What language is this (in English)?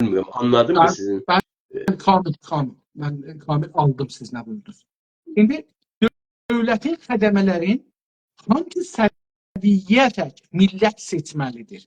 South Azerbaijani